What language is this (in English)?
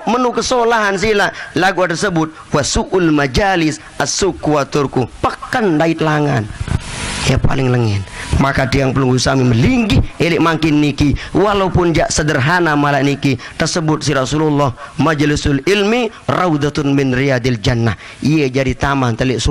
Sasak